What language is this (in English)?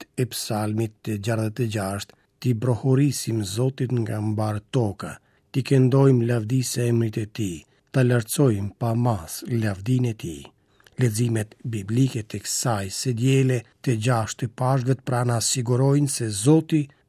Albanian